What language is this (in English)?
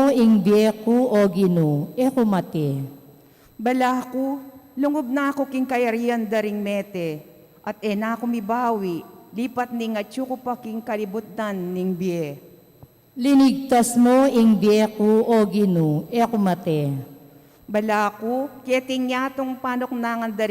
Pampanga